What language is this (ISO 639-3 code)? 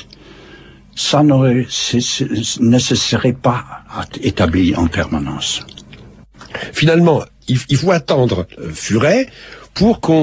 fra